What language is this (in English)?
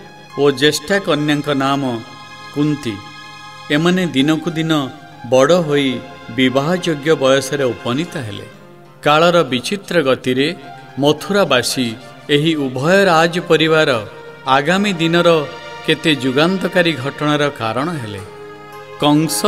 Odia